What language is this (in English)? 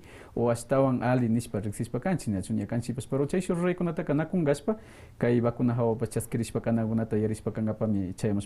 Quechua